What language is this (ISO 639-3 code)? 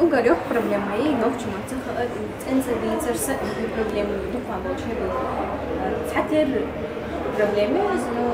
che